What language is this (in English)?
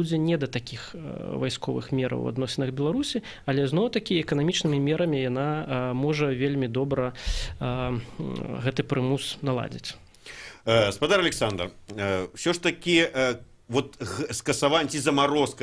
Belarusian